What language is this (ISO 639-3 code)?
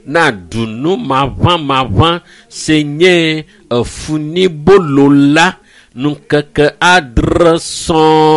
ewe